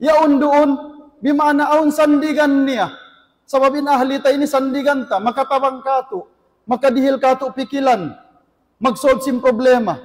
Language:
Tausug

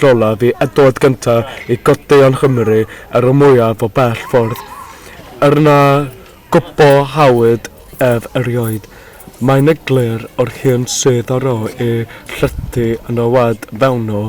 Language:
Welsh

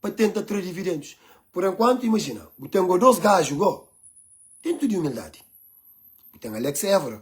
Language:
Kabuverdianu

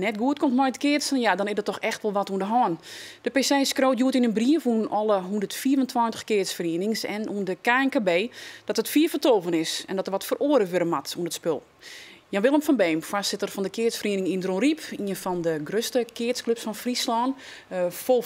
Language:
Western Frisian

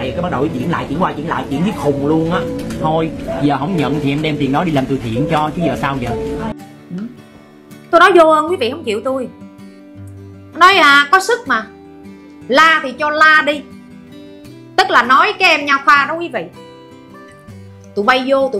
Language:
Vietnamese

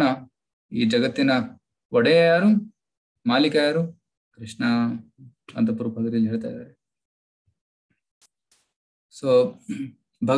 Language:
Kannada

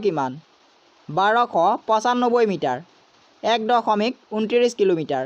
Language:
Assamese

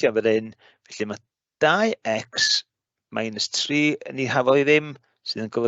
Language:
Welsh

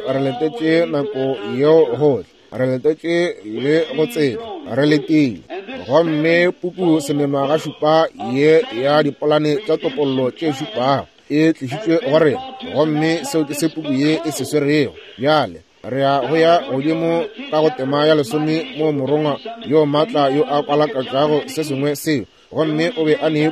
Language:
Northern Sotho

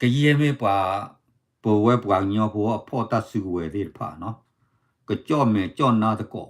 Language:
S'gaw Karen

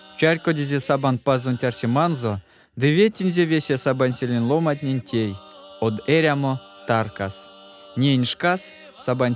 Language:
Erzya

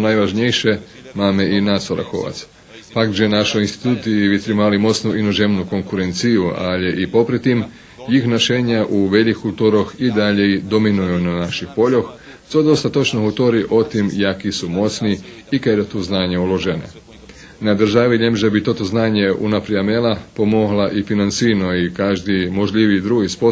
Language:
Rusyn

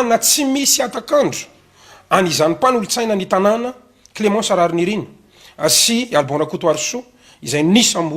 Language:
Malagasy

